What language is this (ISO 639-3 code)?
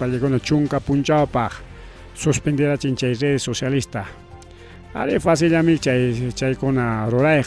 quy